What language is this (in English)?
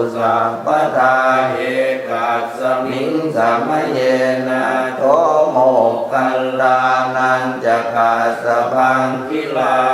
Pali